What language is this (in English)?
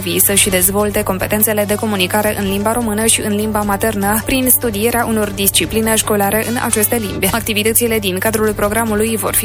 Romanian